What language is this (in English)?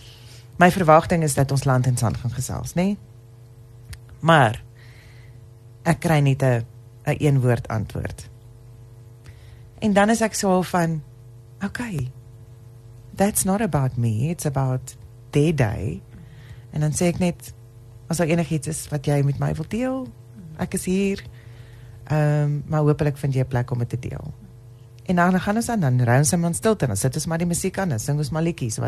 Afrikaans